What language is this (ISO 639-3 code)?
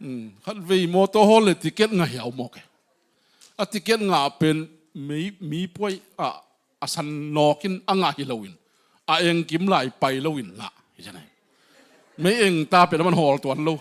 ctd